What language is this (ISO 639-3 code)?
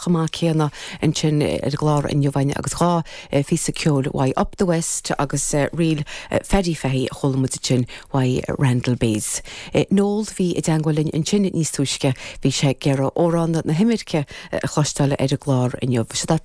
gle